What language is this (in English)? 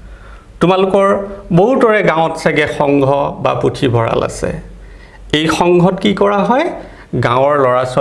Assamese